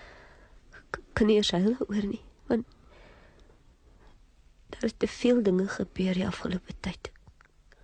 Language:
Afrikaans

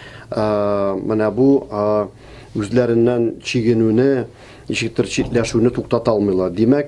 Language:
Tatar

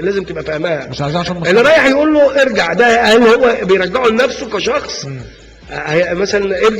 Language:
Egyptian Arabic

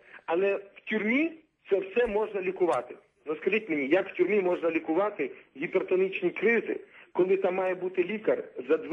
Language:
Ukrainian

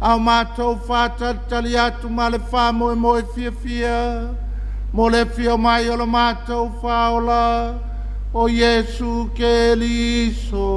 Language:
Samoan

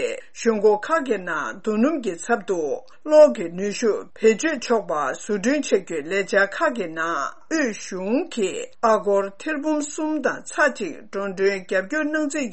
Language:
Tibetan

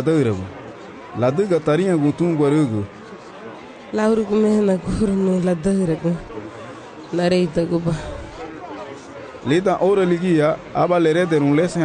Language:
Garifuna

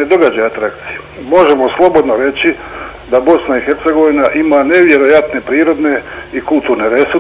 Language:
Bosnian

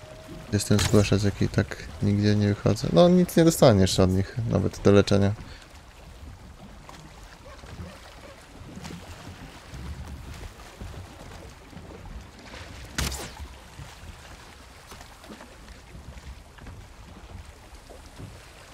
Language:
Polish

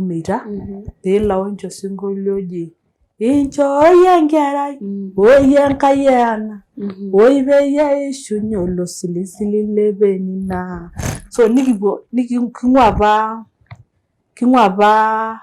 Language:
Masai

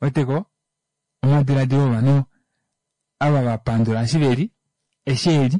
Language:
Kuanyama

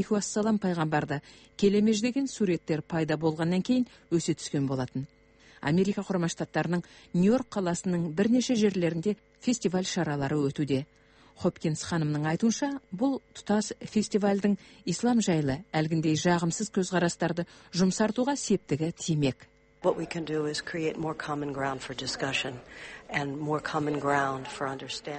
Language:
Kazakh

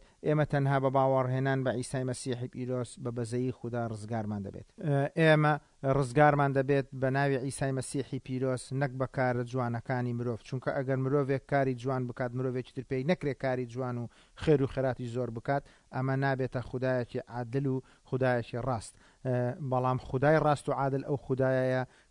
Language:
Central Kurdish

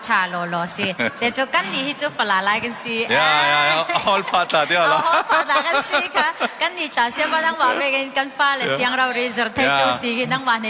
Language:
Falam Chin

